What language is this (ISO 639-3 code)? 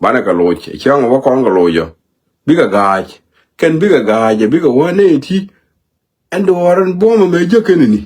nus